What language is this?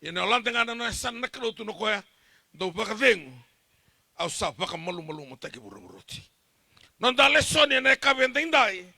Fijian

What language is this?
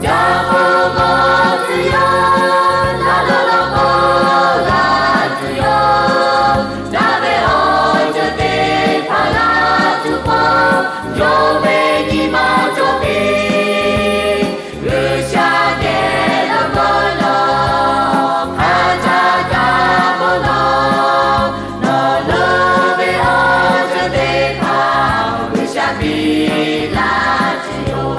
Lahu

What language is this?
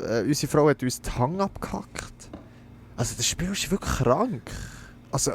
Swiss German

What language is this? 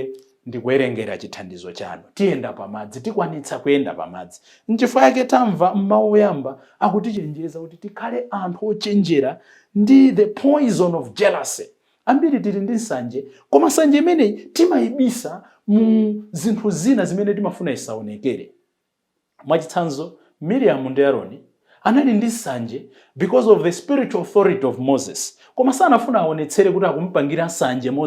Nyanja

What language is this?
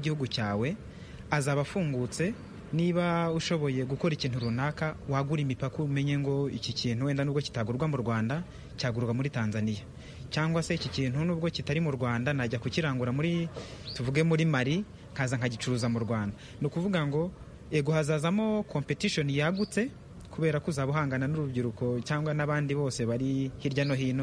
Kinyarwanda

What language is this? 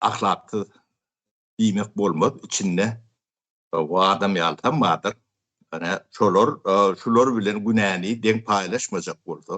Turkmen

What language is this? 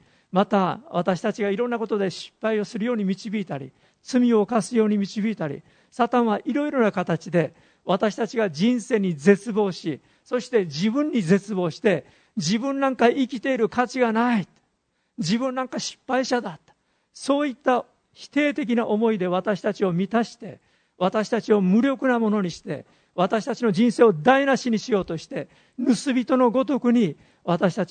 Japanese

